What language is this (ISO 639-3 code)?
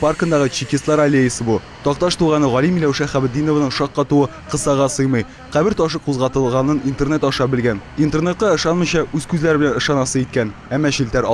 tat